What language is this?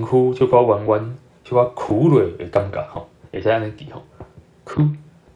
Min Nan Chinese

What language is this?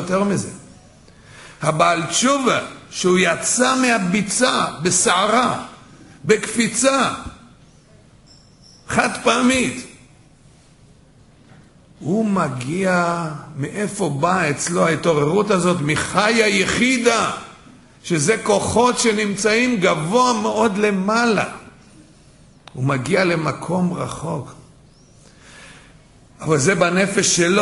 Hebrew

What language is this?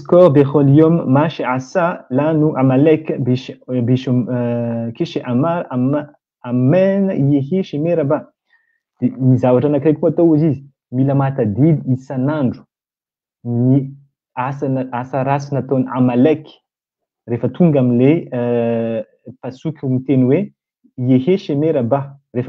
Malagasy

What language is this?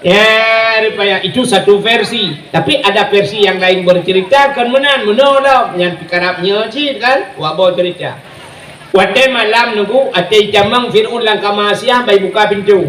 Achinese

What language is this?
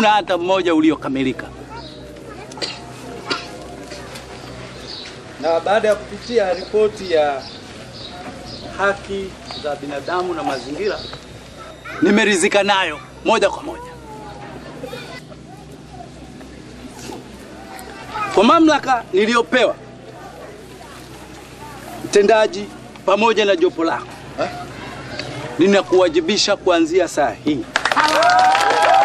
Swahili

